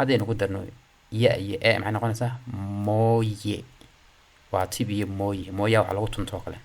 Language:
Somali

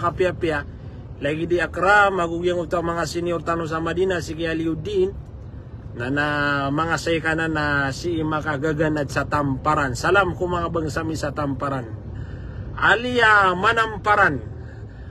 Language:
Maranao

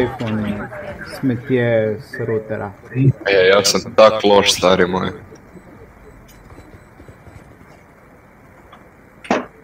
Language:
Croatian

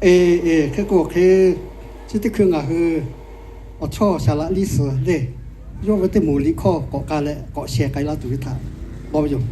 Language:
Lahu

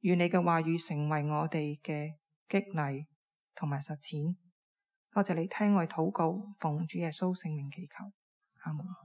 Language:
Cantonese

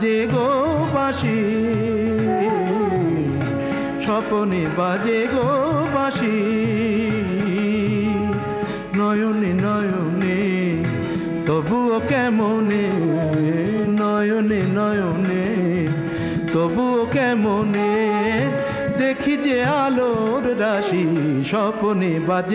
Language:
Bangla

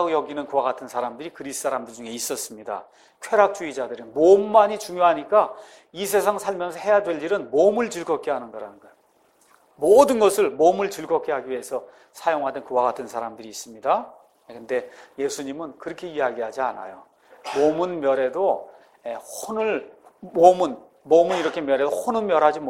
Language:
Korean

